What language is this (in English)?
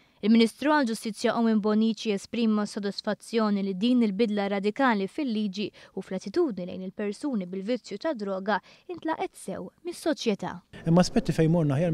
Maltese